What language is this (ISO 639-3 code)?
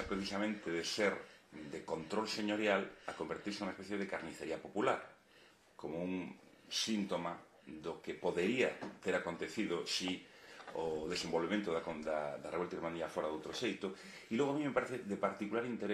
glg